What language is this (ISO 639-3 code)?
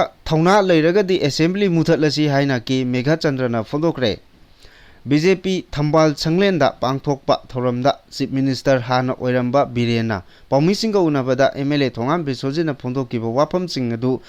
mni